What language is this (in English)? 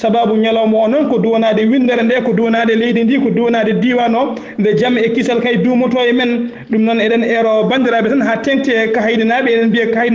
Fula